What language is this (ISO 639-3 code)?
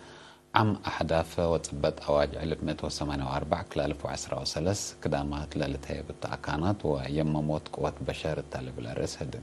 tig